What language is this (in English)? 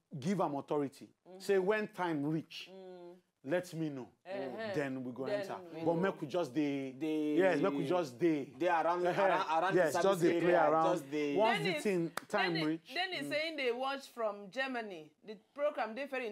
Nigerian Pidgin